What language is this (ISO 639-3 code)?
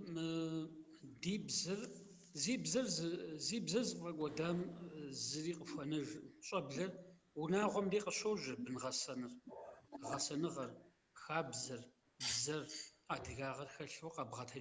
kbd